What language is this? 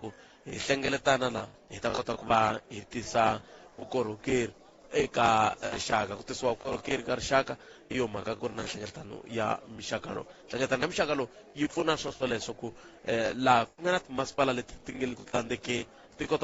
Tsonga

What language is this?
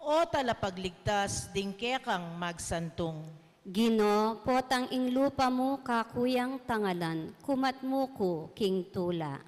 Pampanga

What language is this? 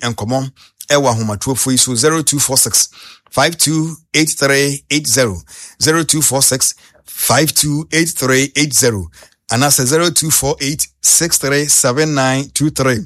Akan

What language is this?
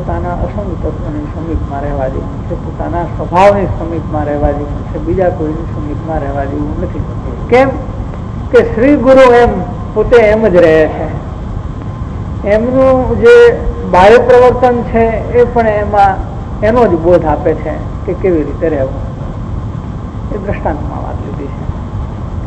Gujarati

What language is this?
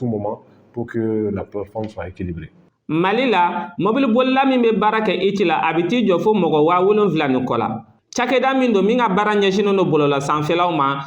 Bambara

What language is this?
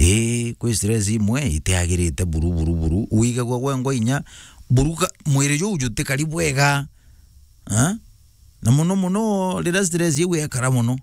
Meru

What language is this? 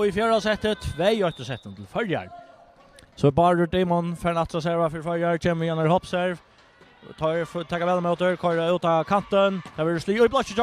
Faroese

